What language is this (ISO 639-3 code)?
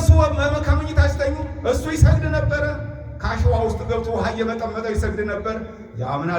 amh